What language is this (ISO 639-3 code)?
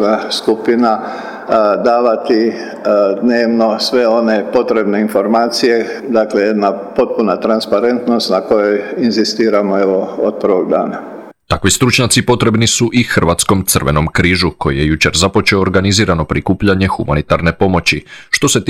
hrv